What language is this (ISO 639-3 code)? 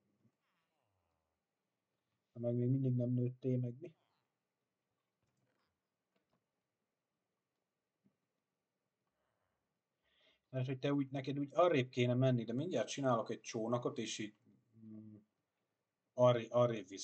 hun